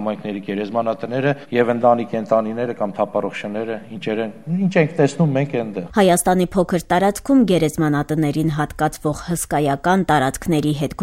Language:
Armenian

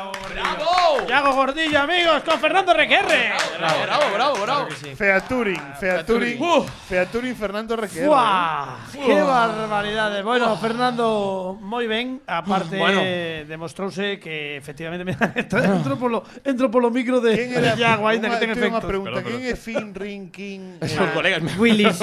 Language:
Galician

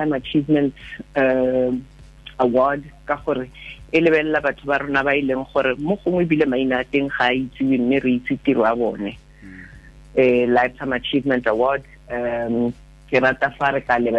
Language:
Tswana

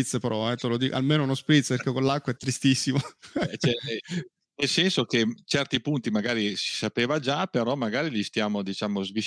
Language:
Italian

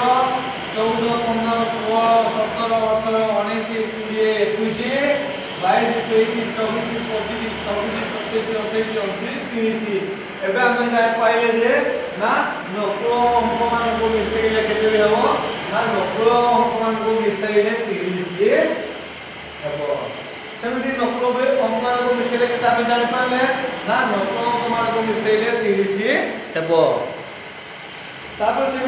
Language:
Odia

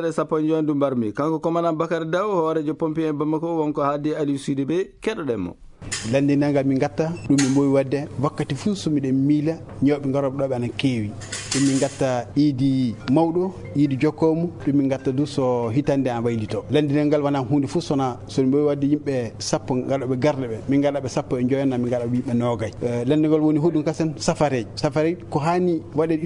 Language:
Fula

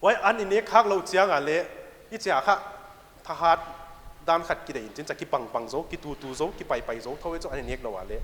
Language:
Paite Chin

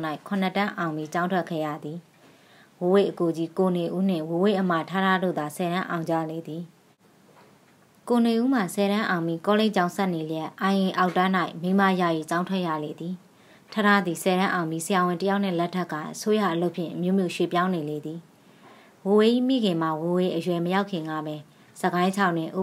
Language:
Burmese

